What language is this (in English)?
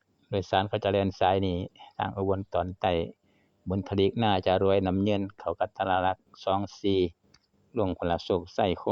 Northeastern Thai